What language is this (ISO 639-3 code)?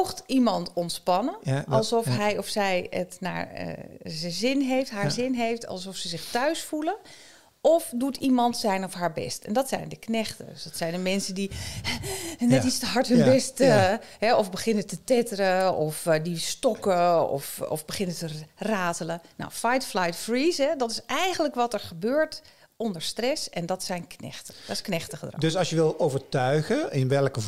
nld